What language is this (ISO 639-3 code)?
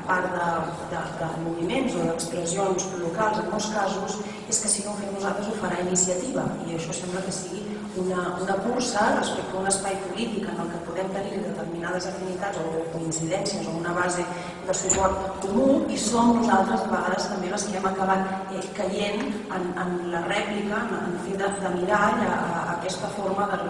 cat